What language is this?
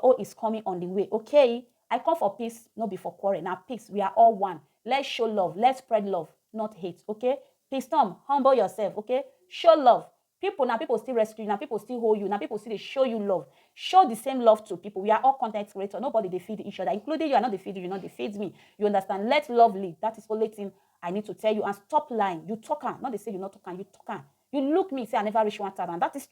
Nigerian Pidgin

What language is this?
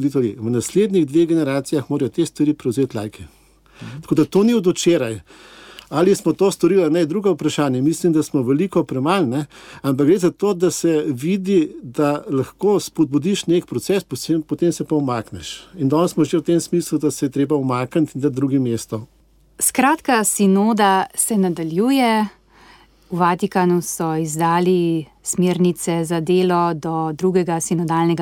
Slovenian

